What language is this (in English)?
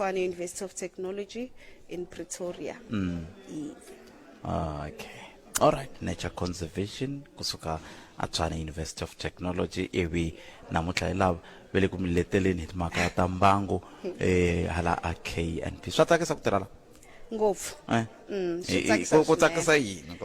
Tsonga